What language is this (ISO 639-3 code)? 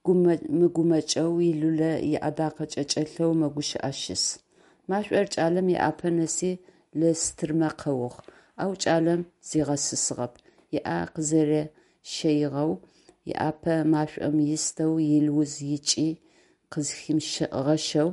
ady